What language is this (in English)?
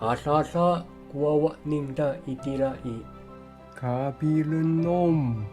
Amis